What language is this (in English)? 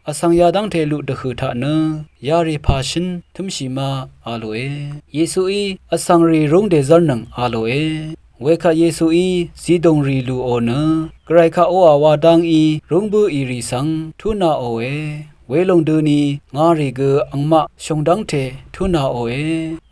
Rawang